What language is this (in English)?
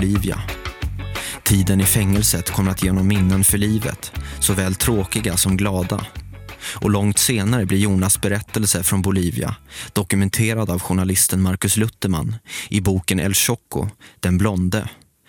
Swedish